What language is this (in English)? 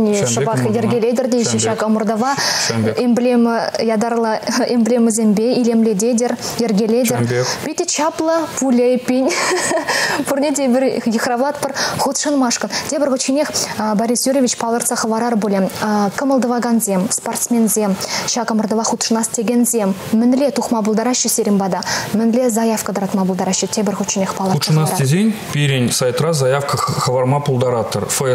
Chuvash